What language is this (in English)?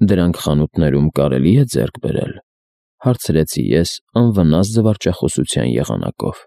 Armenian